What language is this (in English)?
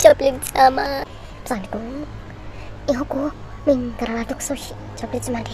Dimasa